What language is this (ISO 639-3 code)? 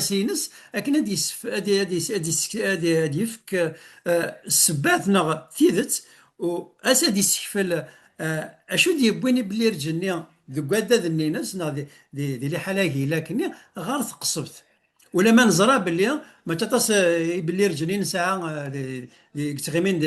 kab